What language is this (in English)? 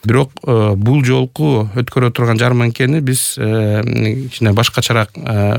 Kyrgyz